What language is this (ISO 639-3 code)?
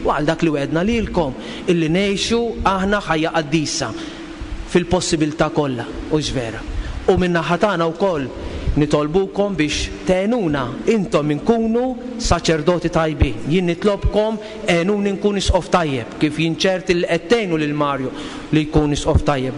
mlt